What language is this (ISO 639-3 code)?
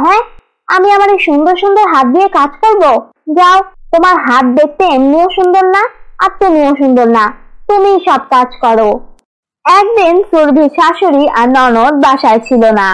ben